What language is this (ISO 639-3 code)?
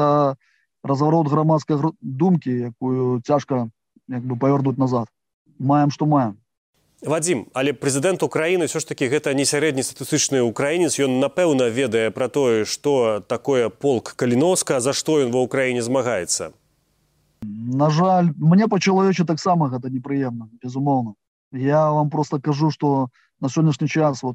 bel